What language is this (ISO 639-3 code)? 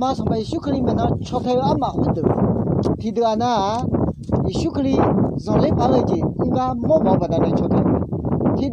ahk